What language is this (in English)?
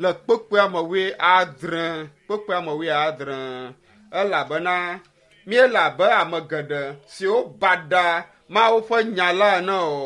Ewe